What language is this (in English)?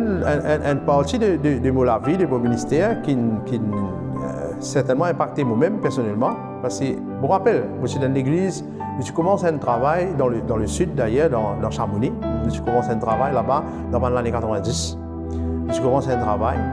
Morisyen